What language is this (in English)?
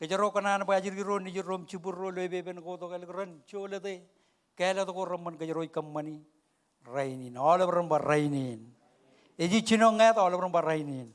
Marshallese